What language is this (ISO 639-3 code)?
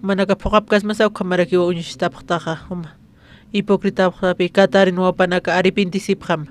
aym